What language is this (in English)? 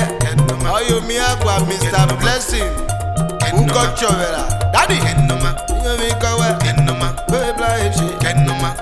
Urhobo